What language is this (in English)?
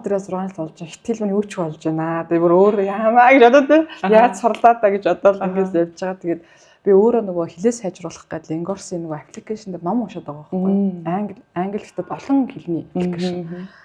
Mongolian